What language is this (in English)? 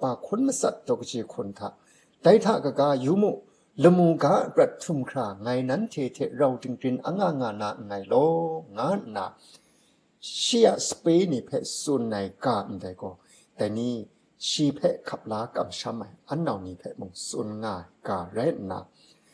Kachin